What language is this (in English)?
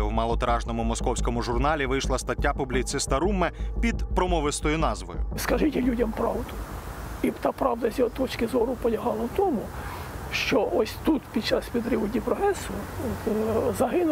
Ukrainian